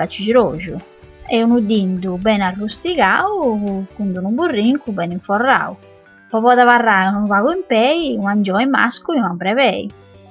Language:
Sardinian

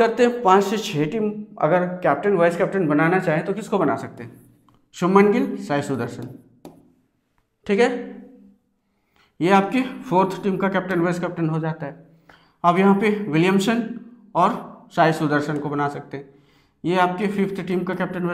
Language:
Hindi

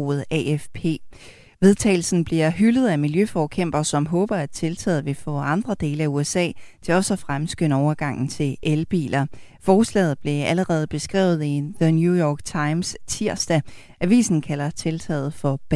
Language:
Danish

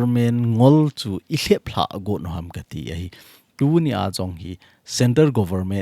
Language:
Thado Chin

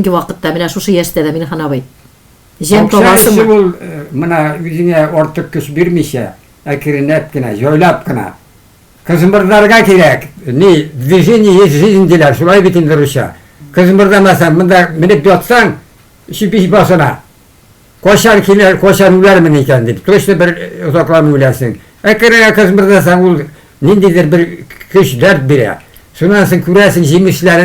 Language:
Tatar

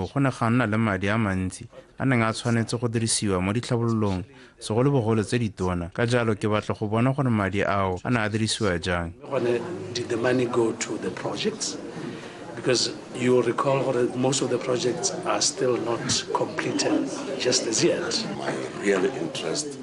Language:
Tswana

